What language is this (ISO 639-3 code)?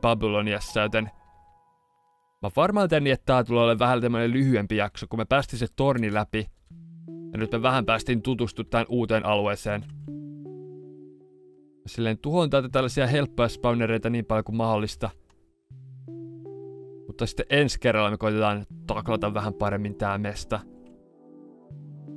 fin